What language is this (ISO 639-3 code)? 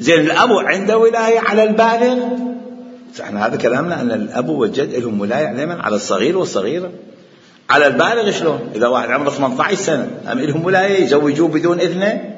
acm